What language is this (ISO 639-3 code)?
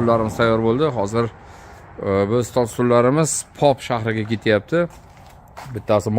uzb